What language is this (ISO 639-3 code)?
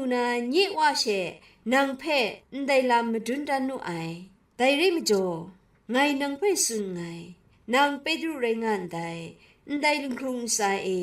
kac